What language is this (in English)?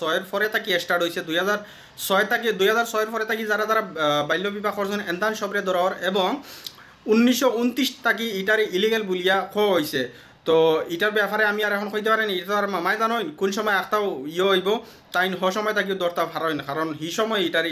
Sylheti